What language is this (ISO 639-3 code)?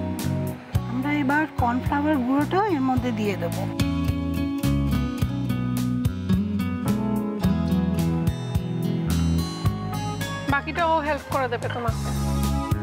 ben